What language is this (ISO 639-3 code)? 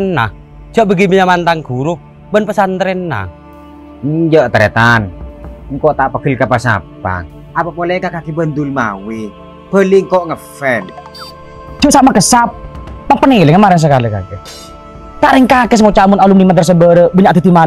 mad